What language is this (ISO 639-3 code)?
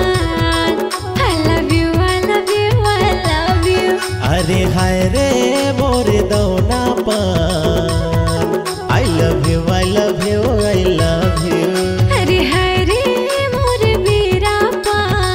hne